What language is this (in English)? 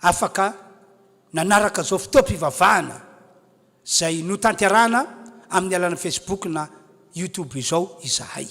Malagasy